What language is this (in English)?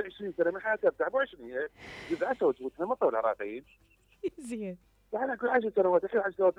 Mesopotamian Arabic